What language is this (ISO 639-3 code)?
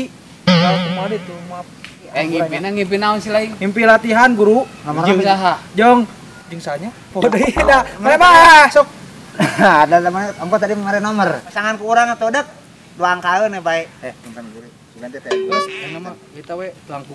sun